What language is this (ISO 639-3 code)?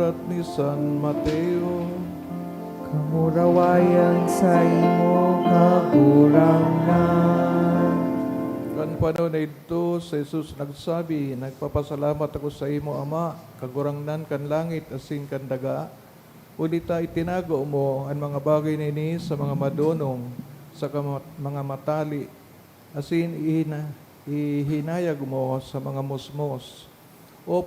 bik